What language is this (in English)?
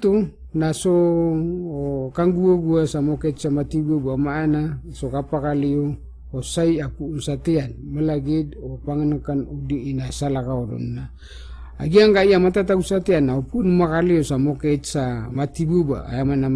Maranao